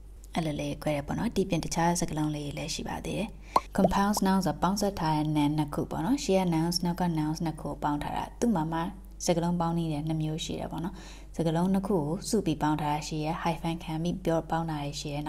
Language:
Burmese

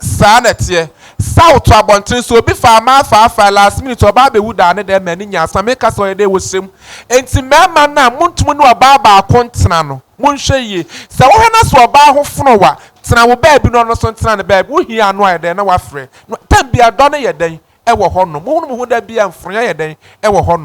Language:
Akan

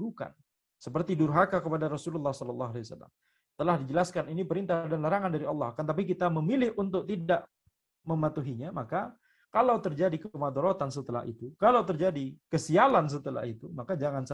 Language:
Indonesian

